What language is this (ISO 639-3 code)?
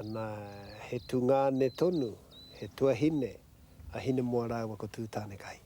mri